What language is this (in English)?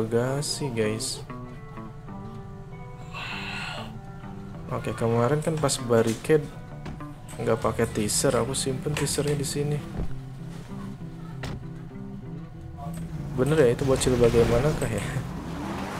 Indonesian